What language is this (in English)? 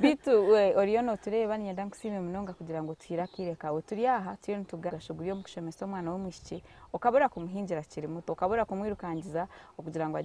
Nyankole